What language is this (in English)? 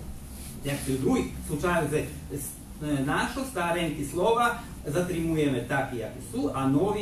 Rusyn